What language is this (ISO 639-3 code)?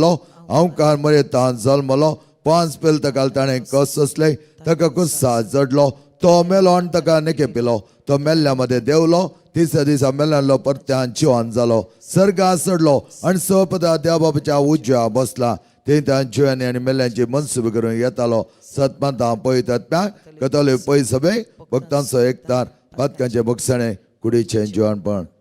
kok